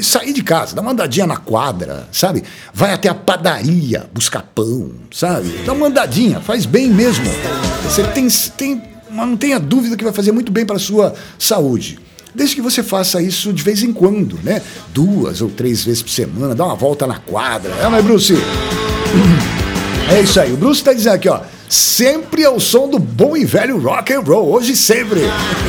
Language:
Portuguese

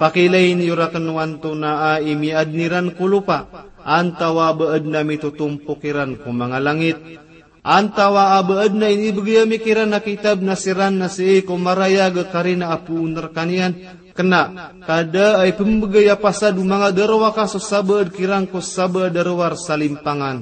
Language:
Maranao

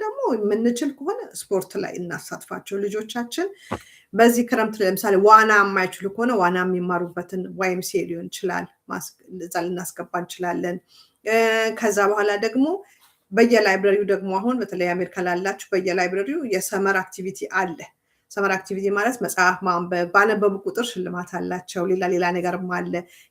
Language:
Amharic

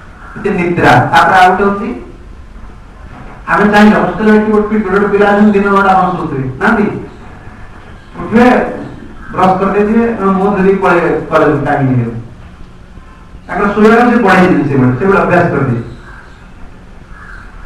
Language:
Odia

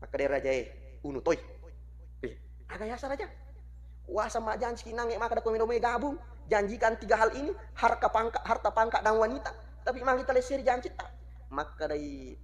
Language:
Buginese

